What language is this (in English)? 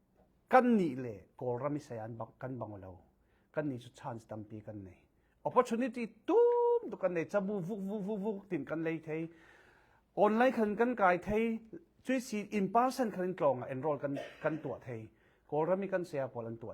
Falam Chin